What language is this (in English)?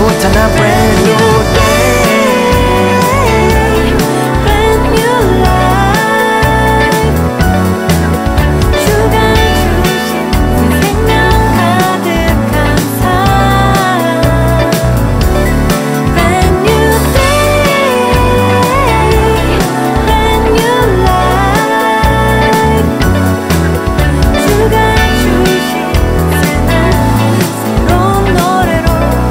Korean